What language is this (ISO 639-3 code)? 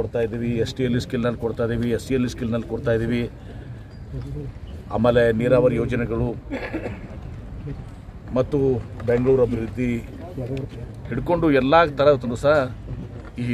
kan